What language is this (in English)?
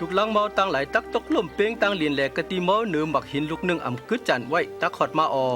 Shan